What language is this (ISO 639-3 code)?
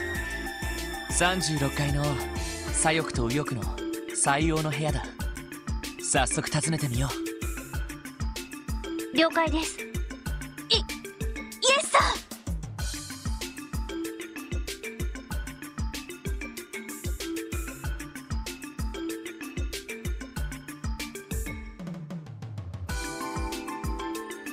jpn